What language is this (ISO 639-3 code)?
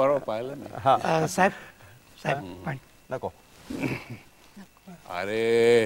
mar